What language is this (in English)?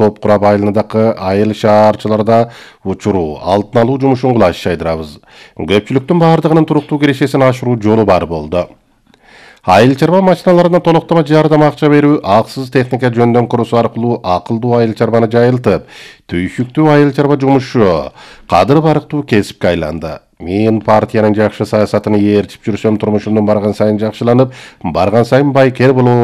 Kyrgyz